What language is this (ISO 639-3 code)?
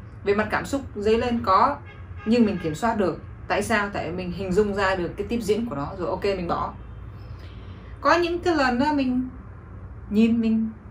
vie